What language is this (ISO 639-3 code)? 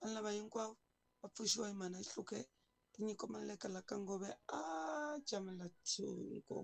tso